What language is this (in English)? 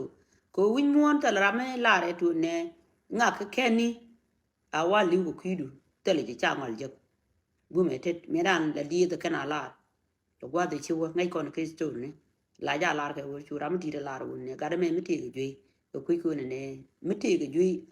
Nuer